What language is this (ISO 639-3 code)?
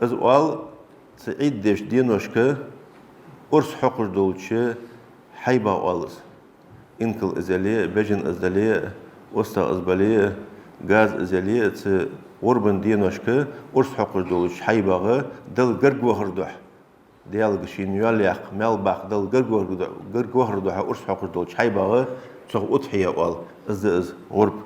inh